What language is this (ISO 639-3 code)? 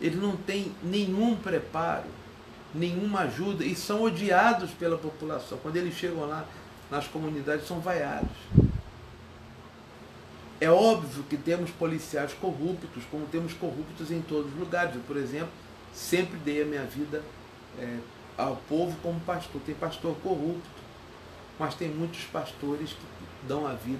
por